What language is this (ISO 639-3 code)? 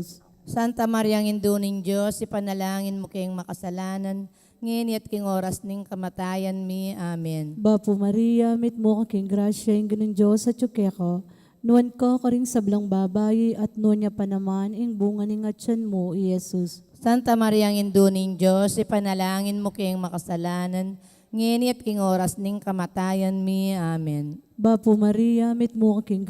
pam